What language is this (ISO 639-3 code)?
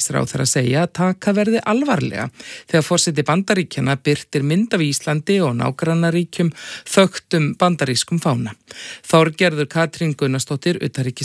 isl